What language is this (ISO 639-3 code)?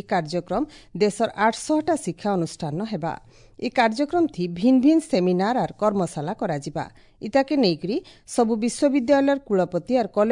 ori